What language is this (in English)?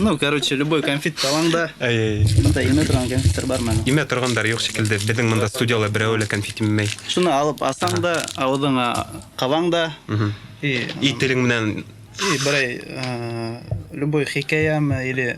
Bashkir